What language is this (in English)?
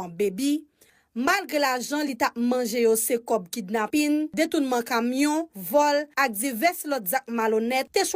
Haitian Creole